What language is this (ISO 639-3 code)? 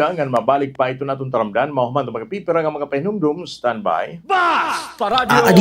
war